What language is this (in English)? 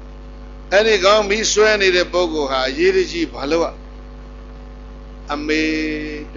Burmese